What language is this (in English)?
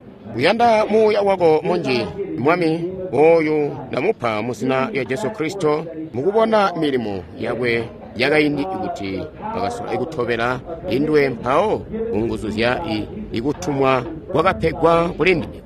Tonga (Zambia)